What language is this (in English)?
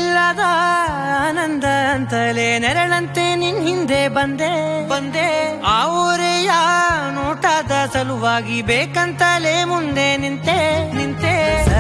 Kannada